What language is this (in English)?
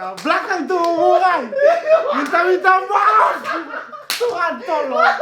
Manado Malay